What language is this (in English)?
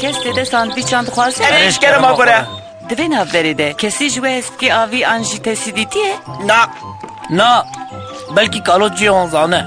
Kurdish